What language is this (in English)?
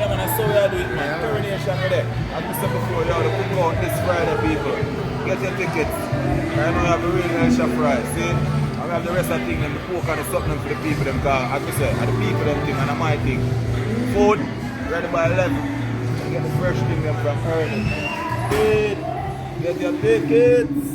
Jamaican Creole English